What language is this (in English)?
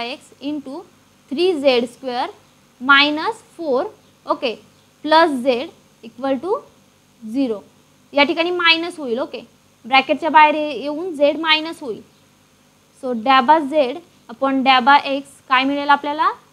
Marathi